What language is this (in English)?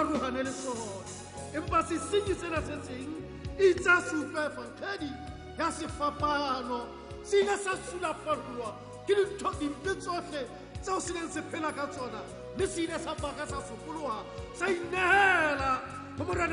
Southern Sotho